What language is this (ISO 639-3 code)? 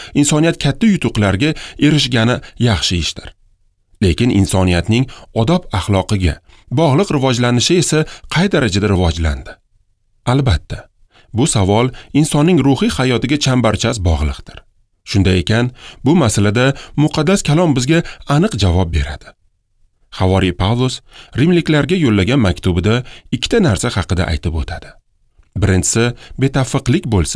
uzb